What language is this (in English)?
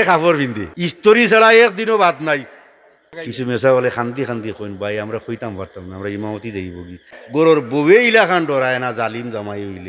Sylheti